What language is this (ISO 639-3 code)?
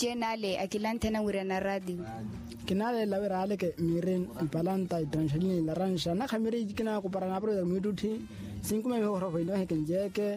vmw